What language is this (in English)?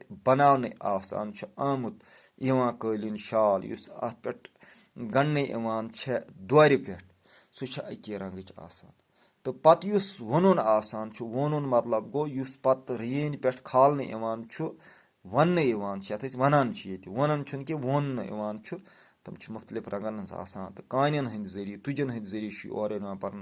Kashmiri